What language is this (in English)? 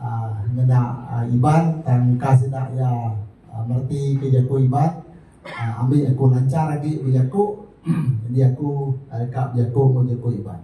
Iban